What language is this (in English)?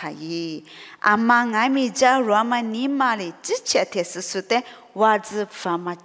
Lisu